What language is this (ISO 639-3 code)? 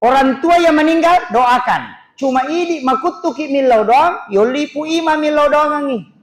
bug